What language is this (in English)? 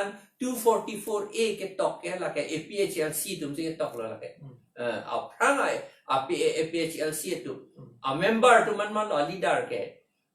Karbi